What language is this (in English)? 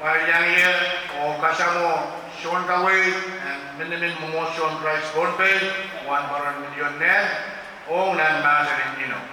Pohnpeian